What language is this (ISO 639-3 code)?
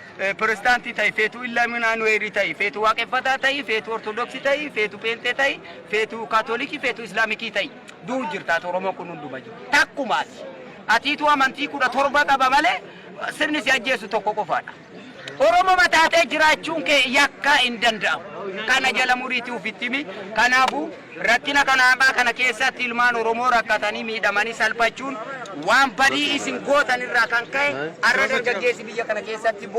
orm